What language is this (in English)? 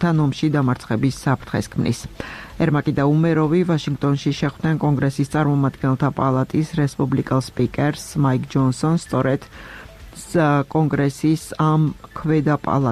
Georgian